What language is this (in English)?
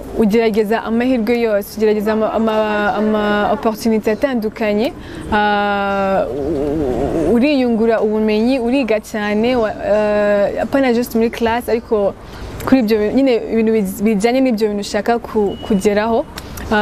Kinyarwanda